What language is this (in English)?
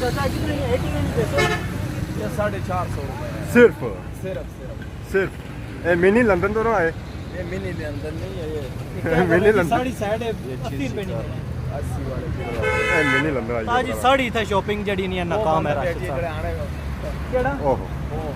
Pahari-Potwari